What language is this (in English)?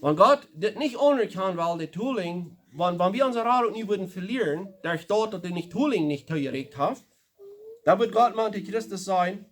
Plautdietsch